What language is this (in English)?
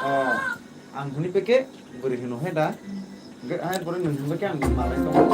Kok Borok